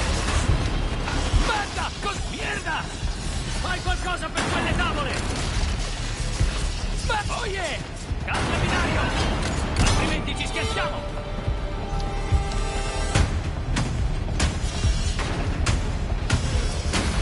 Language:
Italian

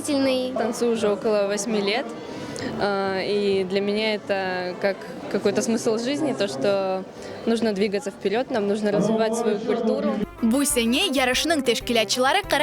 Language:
Crimean Tatar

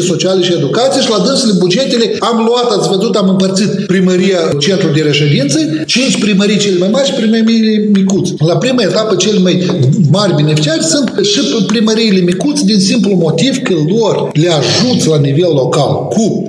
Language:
Romanian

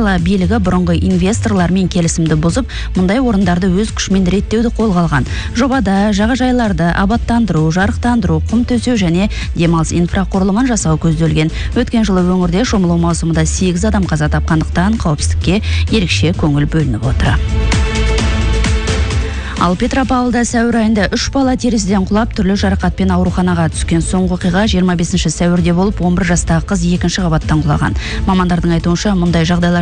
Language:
Kazakh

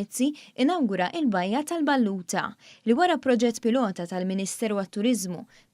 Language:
Maltese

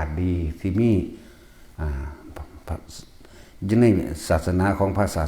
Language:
Northeastern Thai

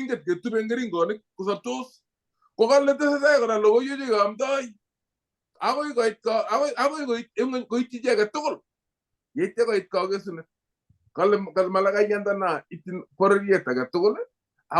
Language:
Kalenjin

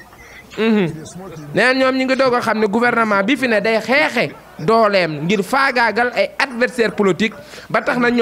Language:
Wolof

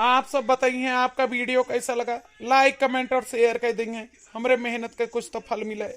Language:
Awadhi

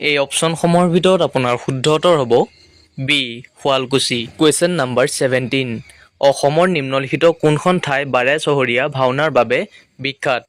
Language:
Assamese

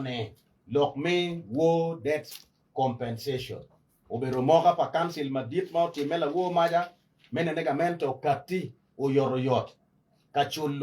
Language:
Acoli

